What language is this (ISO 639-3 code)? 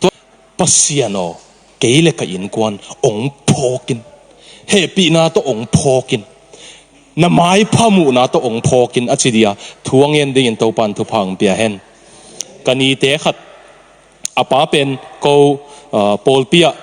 ctd